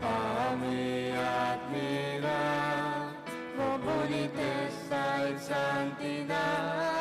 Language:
Papiamento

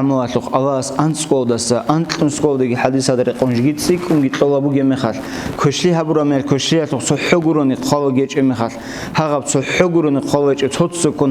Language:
Avaric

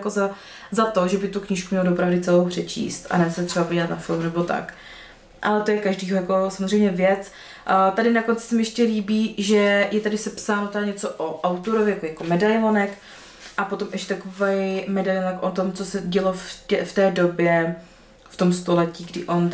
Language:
Czech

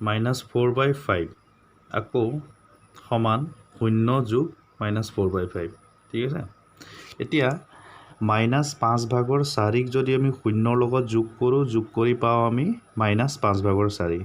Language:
Assamese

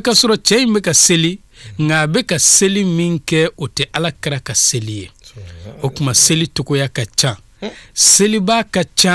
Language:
Bambara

